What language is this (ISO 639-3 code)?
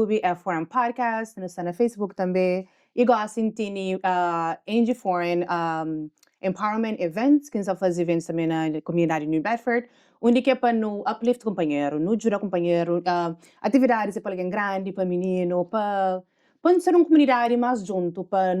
kea